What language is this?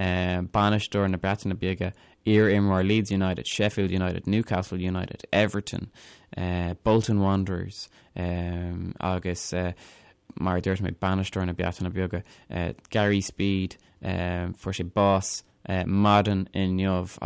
Irish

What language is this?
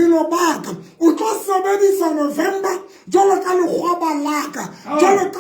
Southern Sotho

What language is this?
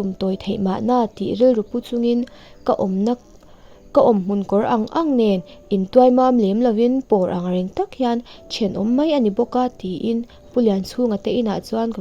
Mizo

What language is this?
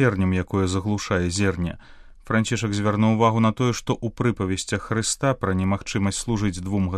Belarusian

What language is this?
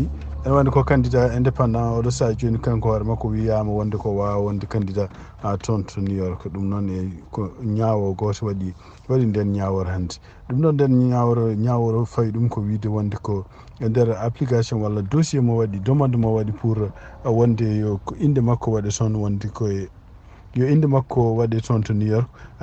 Fula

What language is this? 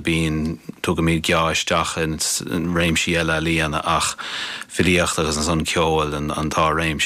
Irish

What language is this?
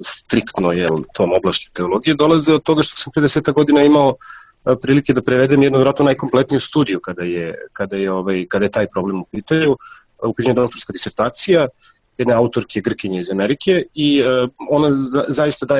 Serbian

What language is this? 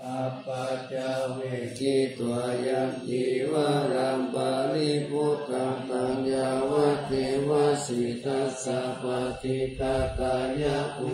Pali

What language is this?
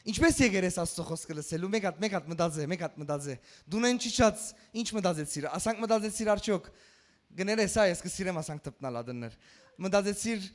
Western Armenian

